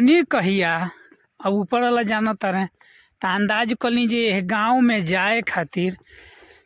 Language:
Bhojpuri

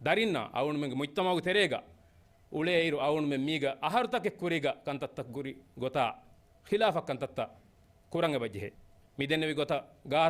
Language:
Divehi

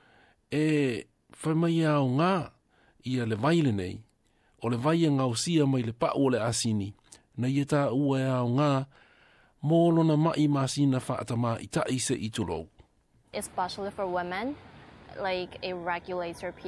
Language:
Samoan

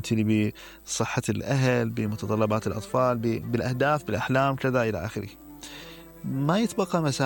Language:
Mesopotamian Arabic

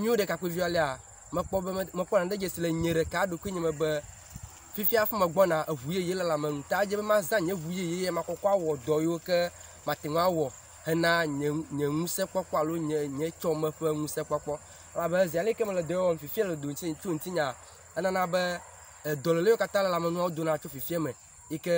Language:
Ewe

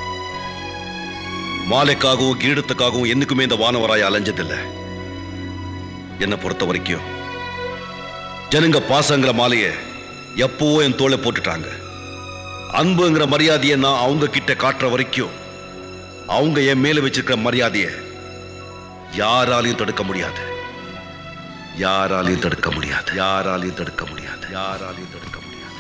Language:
Tamil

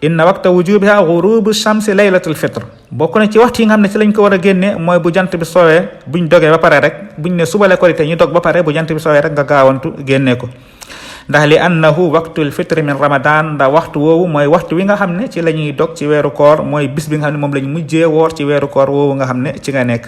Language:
Wolof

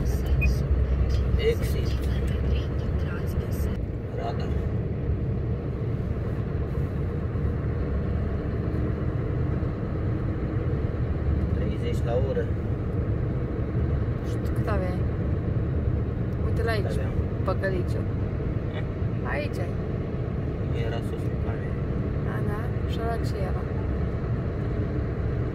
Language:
Romanian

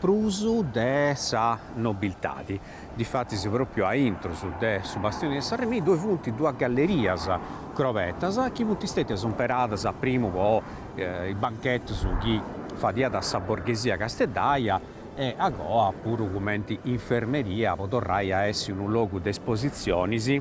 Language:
Sardinian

